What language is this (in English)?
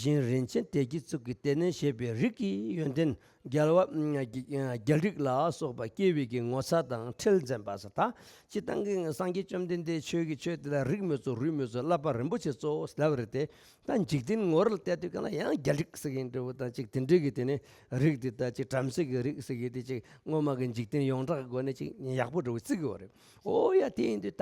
Tibetan